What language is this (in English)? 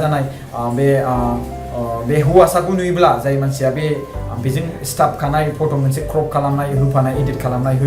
Bodo